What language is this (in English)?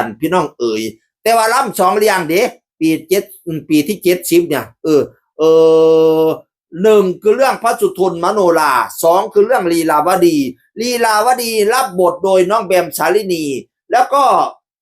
Northeastern Thai